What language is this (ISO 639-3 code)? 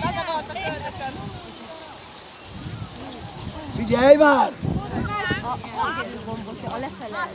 hun